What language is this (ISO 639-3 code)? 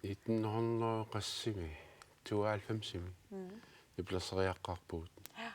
kal